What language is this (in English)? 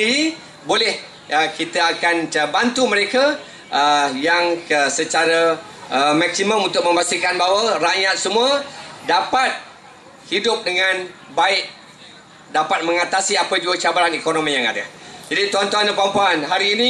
Malay